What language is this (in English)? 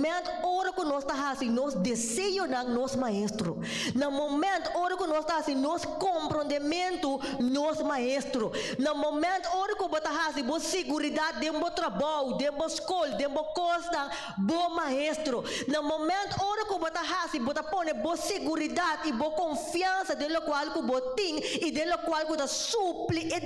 Papiamento